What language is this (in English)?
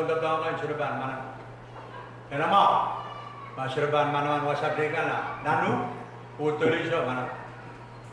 Pohnpeian